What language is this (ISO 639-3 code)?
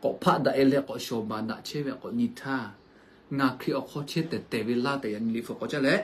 lhu